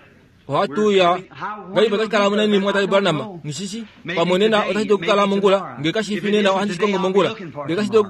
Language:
Kuanyama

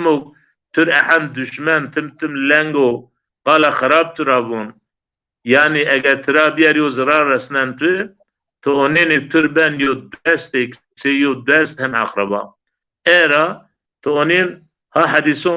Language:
Zaza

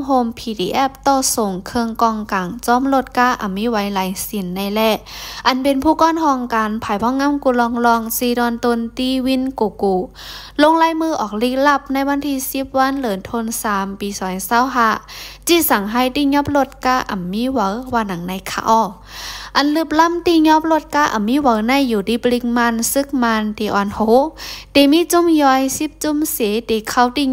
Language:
Shan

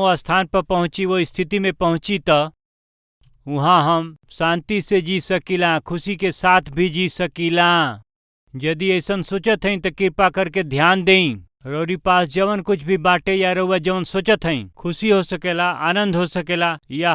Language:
Bhojpuri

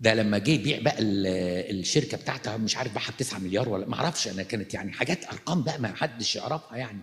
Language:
Egyptian Arabic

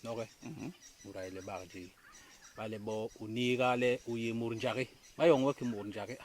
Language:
Basaa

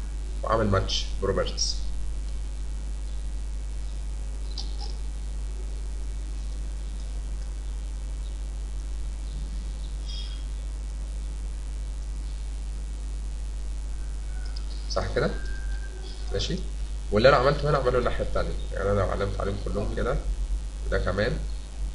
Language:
Egyptian Arabic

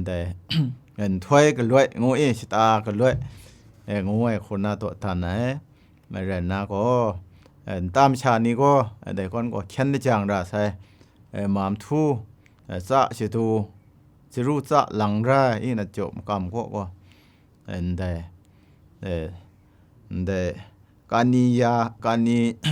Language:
Kachin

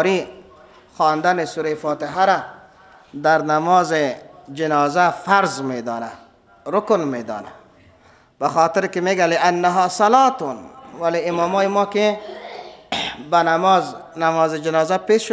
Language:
Persian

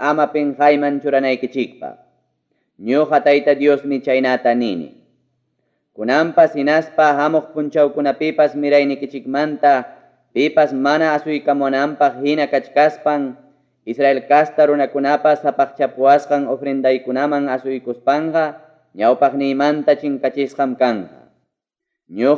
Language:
Ayacucho Quechua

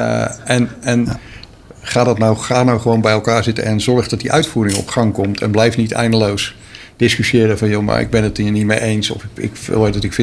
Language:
Dutch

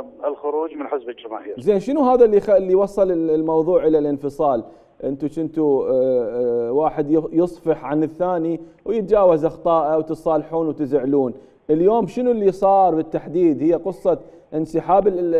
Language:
Mesopotamian Arabic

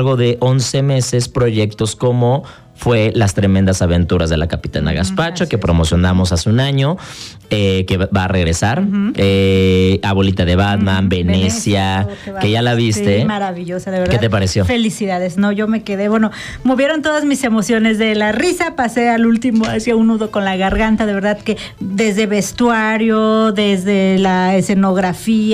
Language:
Spanish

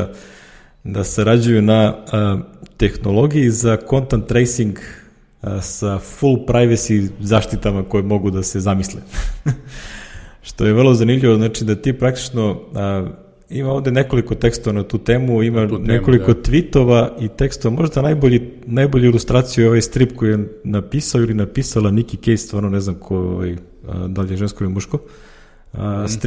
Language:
Serbian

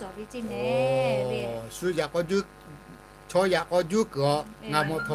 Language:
Lahu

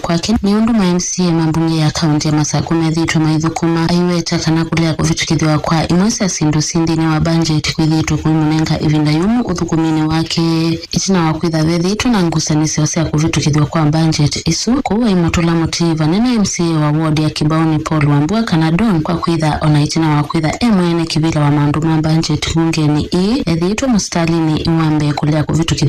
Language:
Kamba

